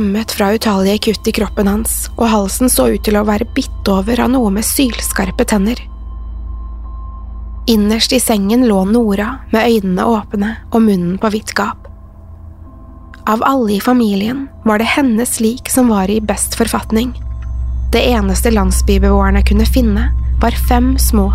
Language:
Norwegian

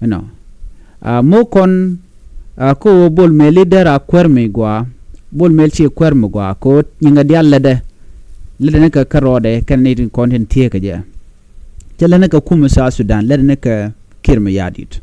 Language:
Nuer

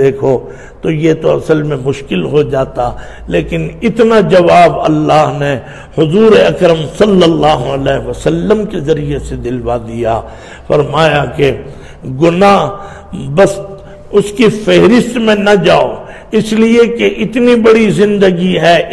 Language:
Urdu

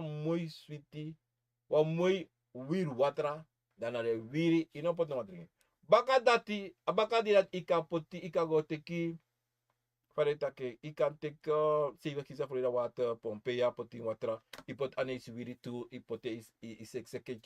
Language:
Sranan Tongo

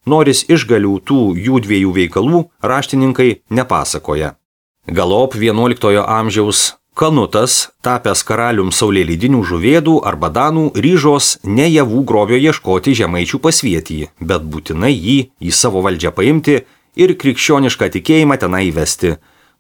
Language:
Lithuanian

